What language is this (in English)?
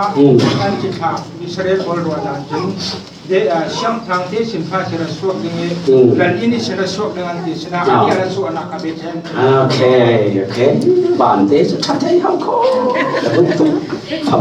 Falam Chin